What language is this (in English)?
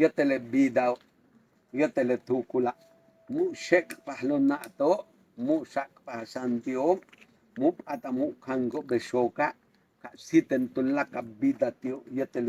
Yucateco